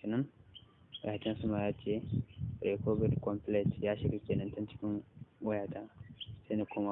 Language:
Hausa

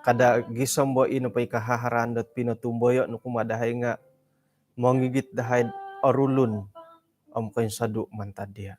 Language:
Central Dusun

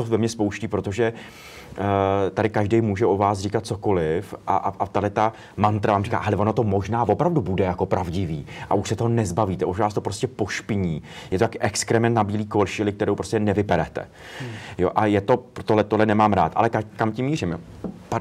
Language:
Czech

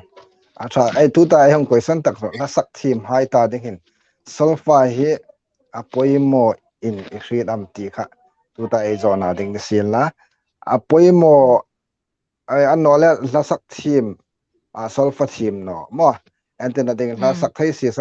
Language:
Hmar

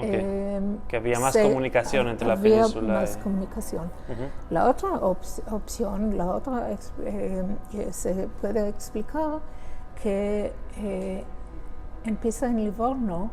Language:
Ladino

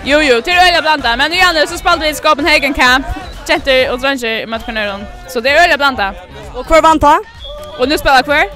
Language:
Faroese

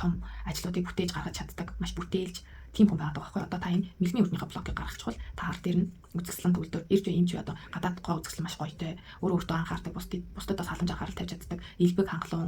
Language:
Mongolian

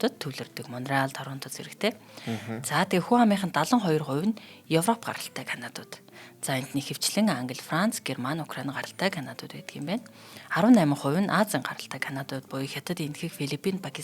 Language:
Mongolian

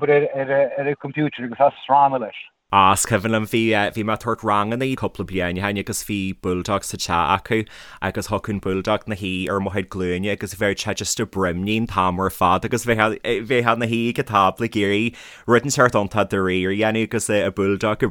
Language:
Irish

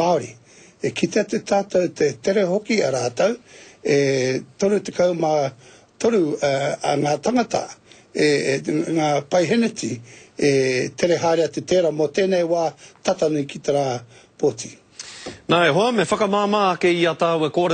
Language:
Māori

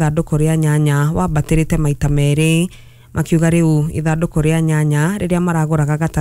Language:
Kikuyu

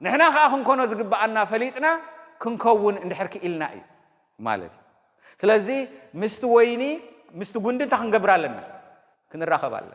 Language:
Tigrinya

